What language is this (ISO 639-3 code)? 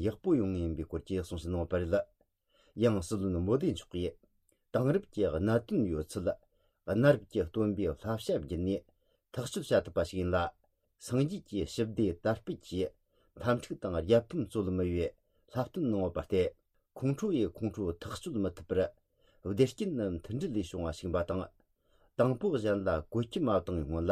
bod